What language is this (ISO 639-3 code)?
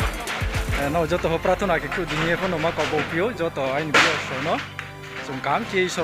ria